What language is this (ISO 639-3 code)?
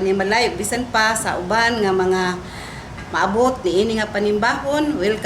ceb